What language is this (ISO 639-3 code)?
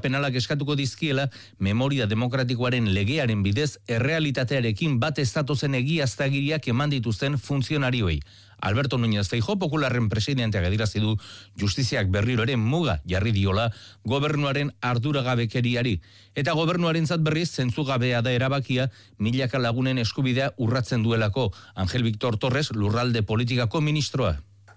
eus